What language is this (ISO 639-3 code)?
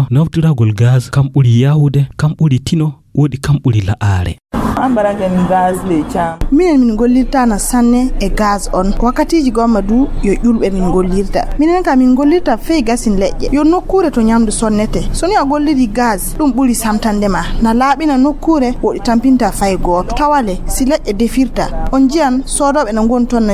ful